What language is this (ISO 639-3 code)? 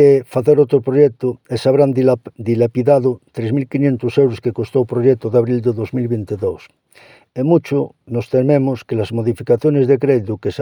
glg